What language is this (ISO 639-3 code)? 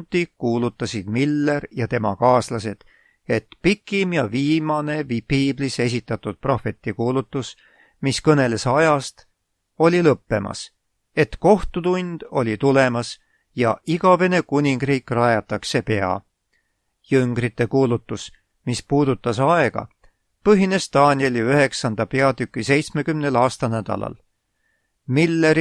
est